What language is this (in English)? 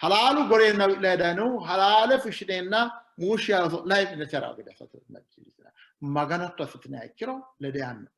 Sidamo